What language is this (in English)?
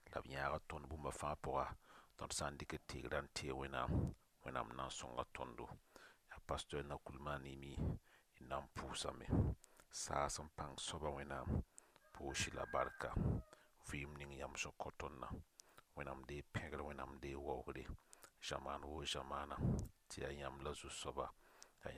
Mossi